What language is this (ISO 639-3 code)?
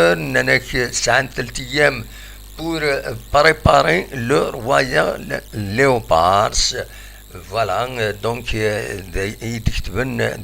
kab